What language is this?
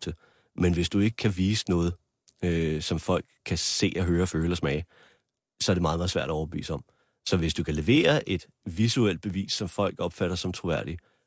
Danish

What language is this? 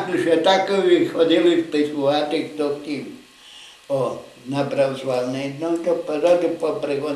Rusyn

